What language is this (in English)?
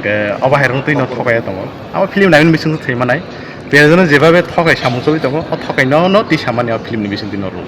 Kok Borok